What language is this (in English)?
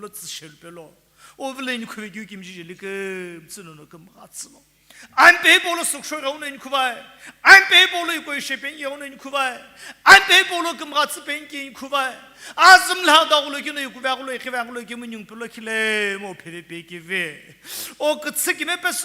Sumi Naga